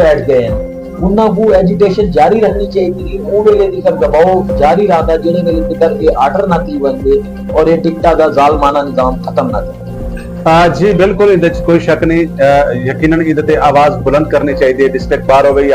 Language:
Saraiki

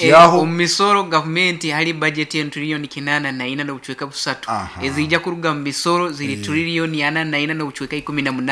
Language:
Nyankole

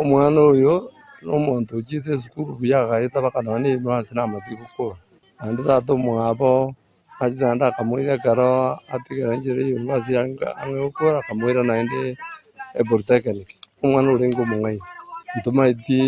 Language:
Gusii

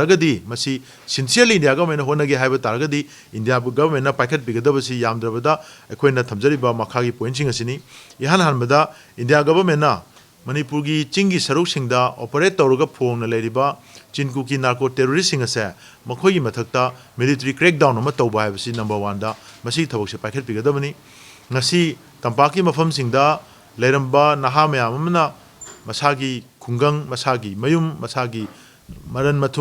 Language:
Manipuri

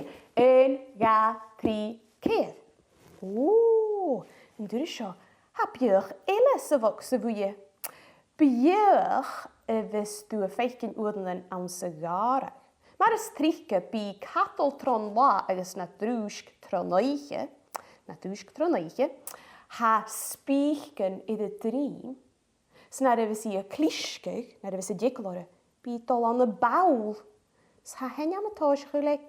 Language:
Scottish Gaelic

